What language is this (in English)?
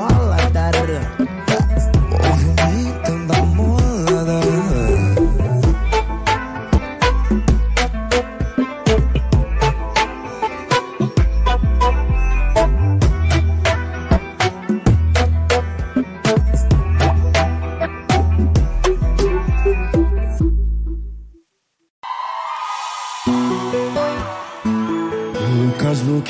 Portuguese